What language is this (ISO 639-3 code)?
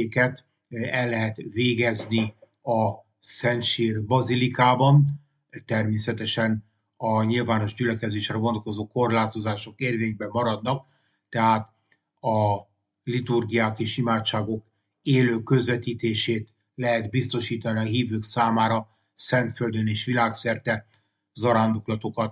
hun